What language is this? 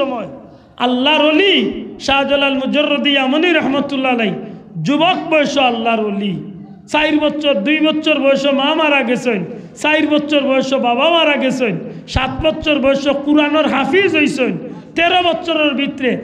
Sylheti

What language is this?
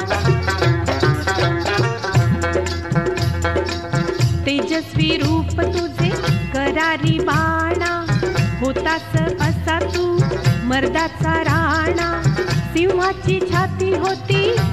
Marathi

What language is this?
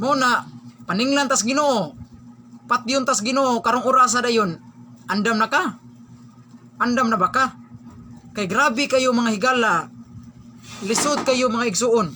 Cebuano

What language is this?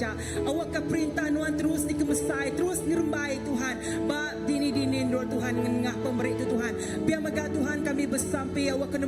Iban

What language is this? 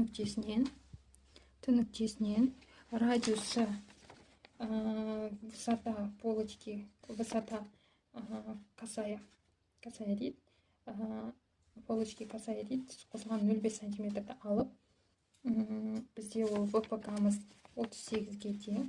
Kazakh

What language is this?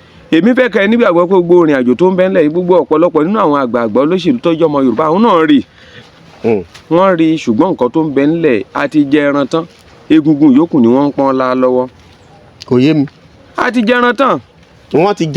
Yoruba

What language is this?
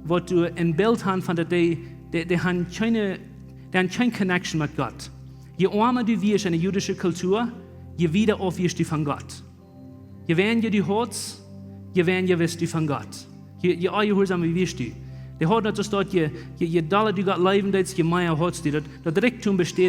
Plautdietsch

